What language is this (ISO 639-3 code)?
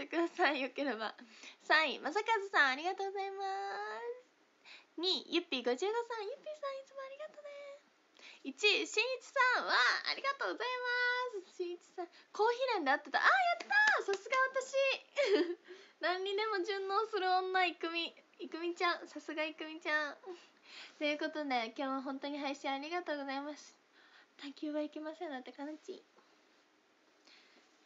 jpn